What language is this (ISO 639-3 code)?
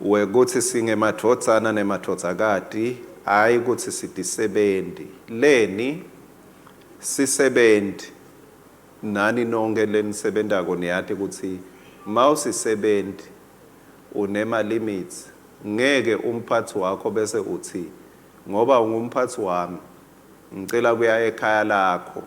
ssw